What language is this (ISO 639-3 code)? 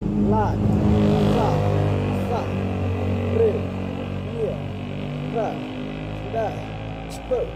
kha